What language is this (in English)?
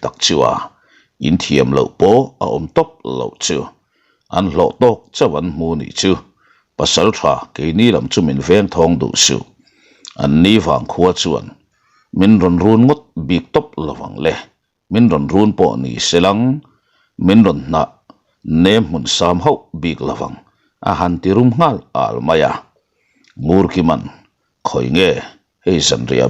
Mizo